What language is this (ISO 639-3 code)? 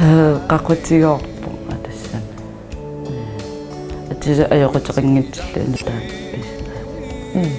kal